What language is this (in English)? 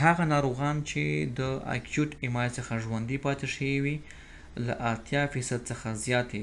Pashto